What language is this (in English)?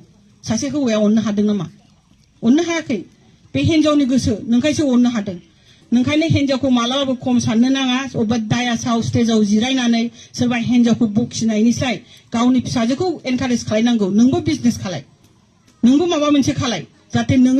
Bodo